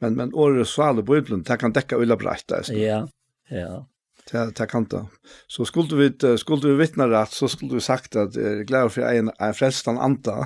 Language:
Faroese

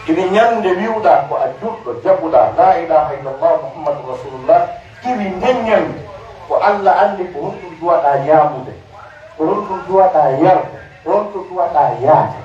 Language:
Pular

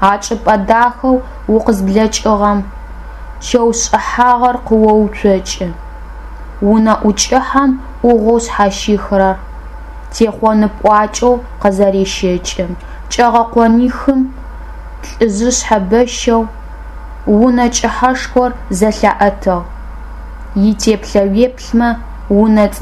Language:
Adyghe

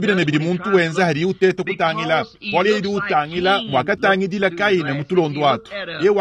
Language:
Luba-Lulua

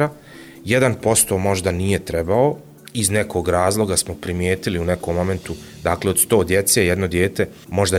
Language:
Bosnian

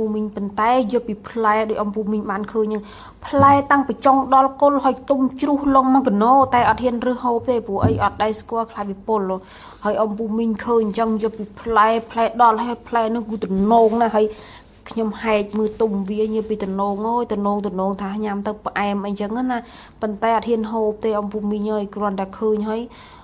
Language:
Khmer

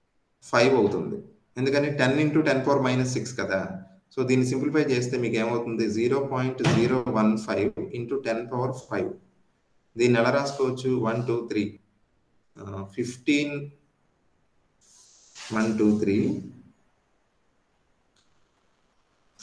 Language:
Telugu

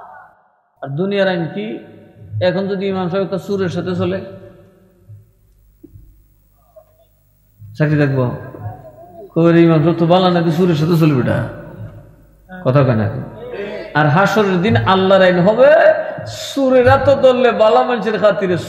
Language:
Bangla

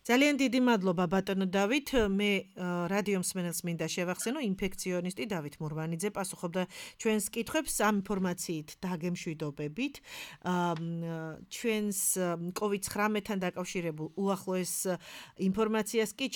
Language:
Georgian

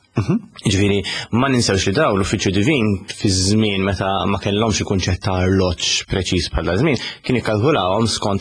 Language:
Maltese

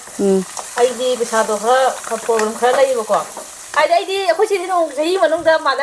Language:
Manipuri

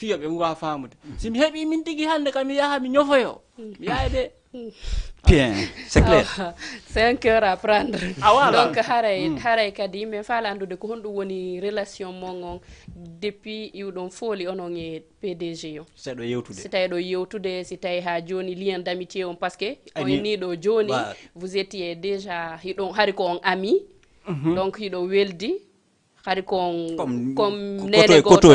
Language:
Fula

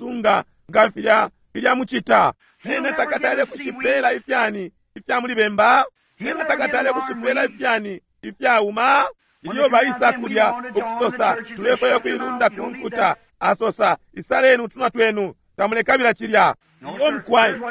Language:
Bemba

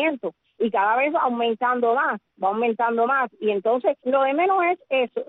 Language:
Spanish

